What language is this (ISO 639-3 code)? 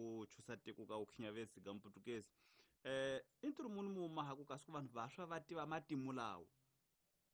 tso